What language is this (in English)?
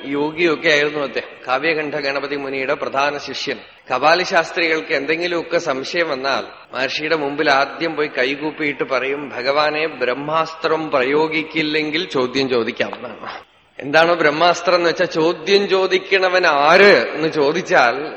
Malayalam